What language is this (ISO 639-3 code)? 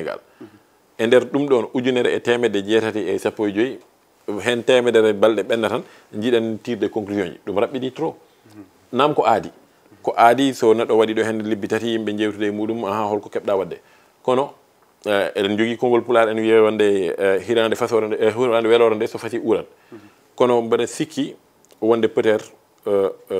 ful